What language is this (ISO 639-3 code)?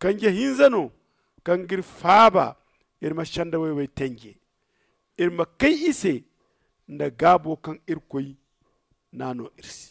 dje